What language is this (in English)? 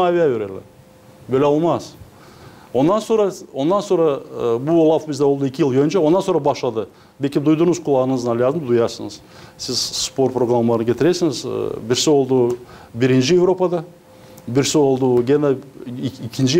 Gagauz